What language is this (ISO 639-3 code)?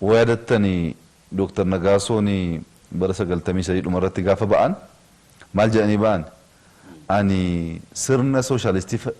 orm